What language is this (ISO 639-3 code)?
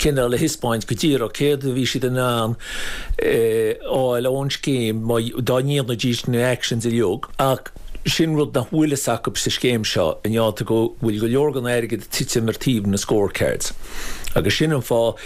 gle